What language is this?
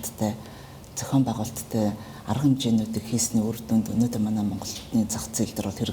Mongolian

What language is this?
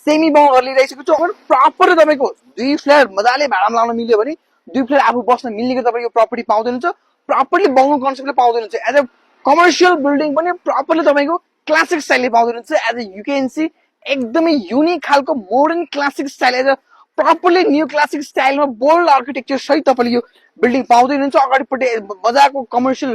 Nepali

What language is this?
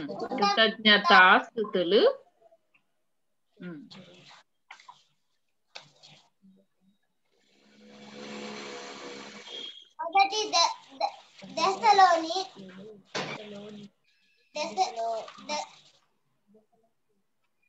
Telugu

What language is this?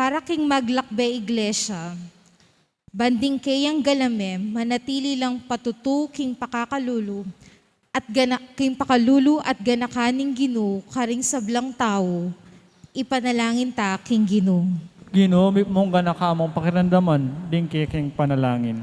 Pampanga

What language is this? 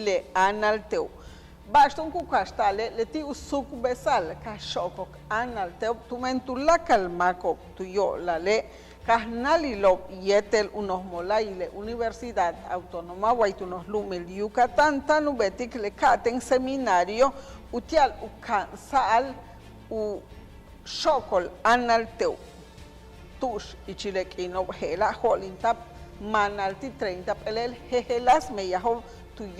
Yucateco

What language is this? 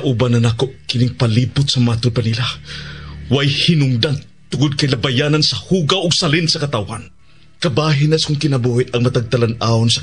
Cebuano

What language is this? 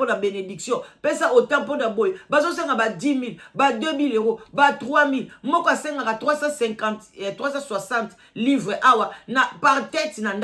Lingala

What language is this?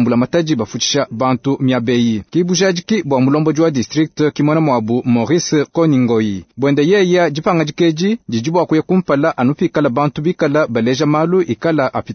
Luba-Lulua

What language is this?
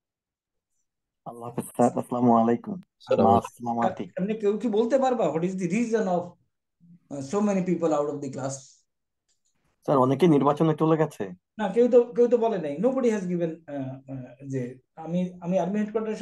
Bangla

